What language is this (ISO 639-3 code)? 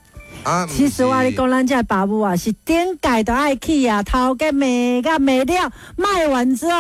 nan